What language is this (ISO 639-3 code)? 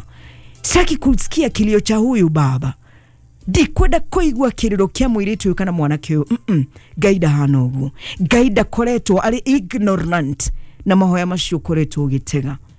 kik